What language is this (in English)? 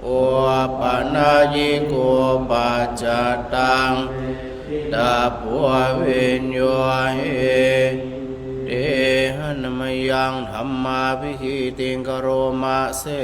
Pali